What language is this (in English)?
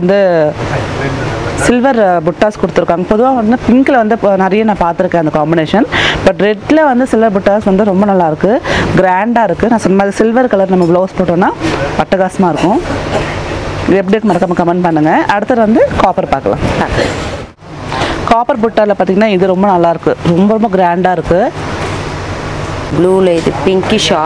Tamil